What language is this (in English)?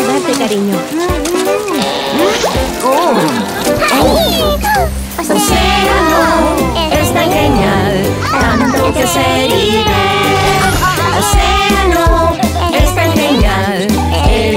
Spanish